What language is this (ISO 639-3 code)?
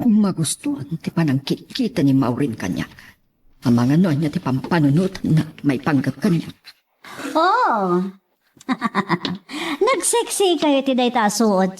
ilo